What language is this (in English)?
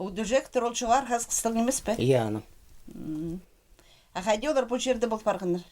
Khakas